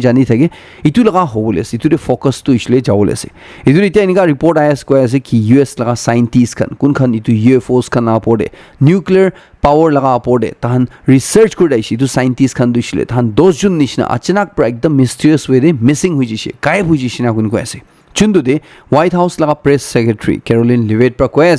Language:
Naga Pidgin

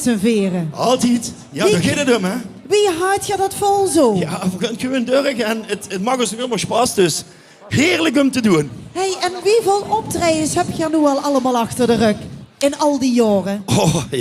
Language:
Limburgish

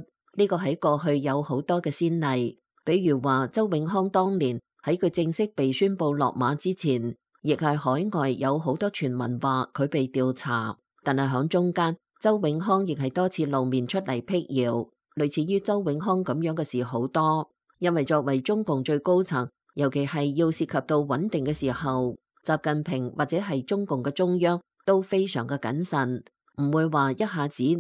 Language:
Cantonese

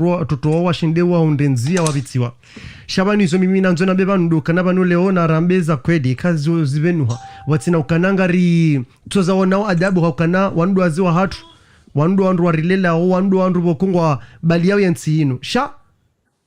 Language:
Ngazidja Comorian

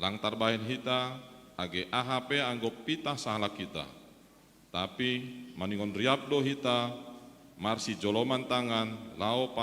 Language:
Batak Simalungun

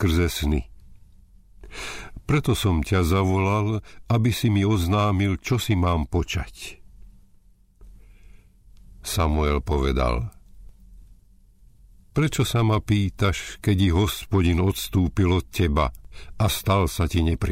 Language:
Slovak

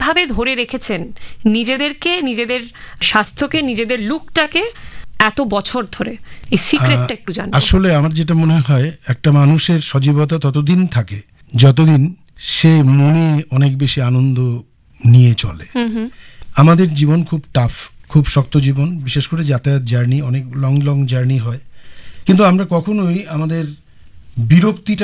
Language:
Bangla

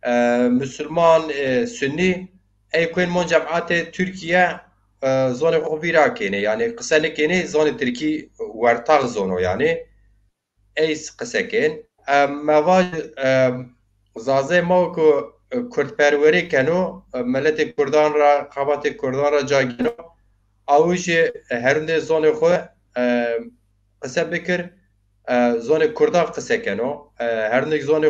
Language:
Zaza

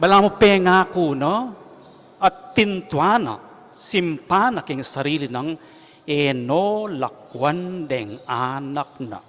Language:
Pampanga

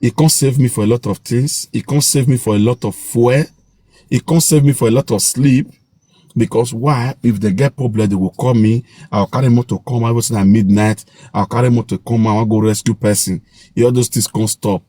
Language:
Nigerian Pidgin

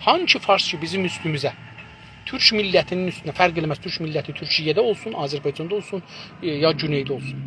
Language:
South Azerbaijani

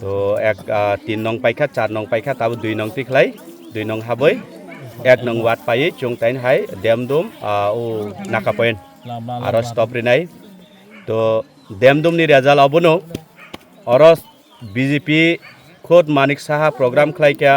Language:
Kok Borok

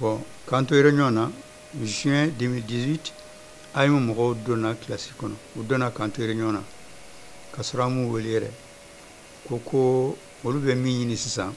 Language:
Bambara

